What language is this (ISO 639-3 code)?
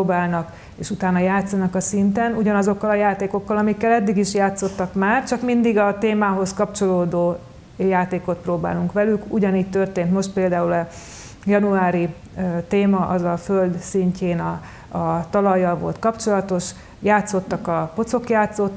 hun